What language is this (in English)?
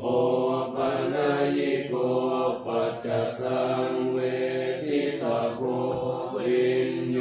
Pali